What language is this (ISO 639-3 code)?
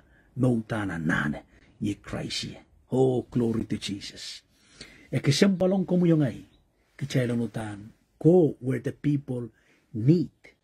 pon